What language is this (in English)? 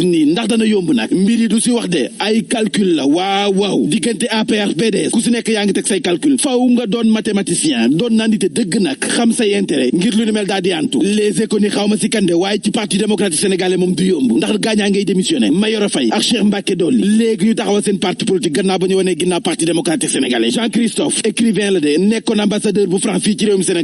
Wolof